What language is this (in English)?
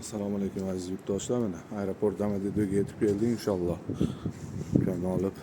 Uzbek